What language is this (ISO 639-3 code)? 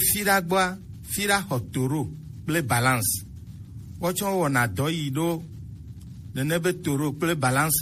gej